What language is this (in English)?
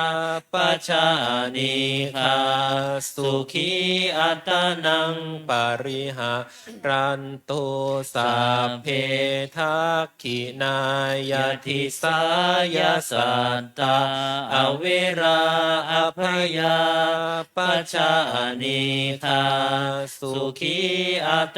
Pali